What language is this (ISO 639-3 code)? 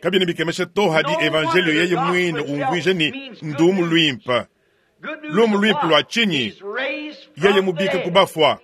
lua